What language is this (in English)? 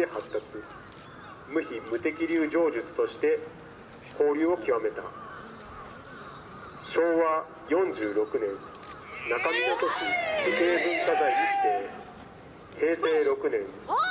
Japanese